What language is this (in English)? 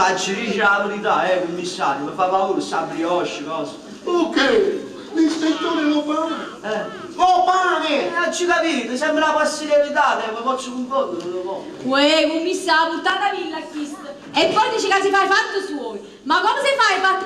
Neapolitan